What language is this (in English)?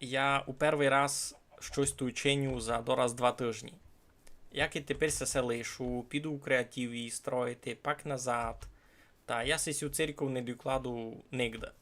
Rusyn